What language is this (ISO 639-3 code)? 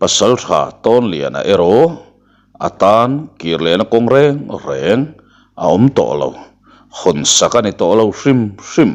lus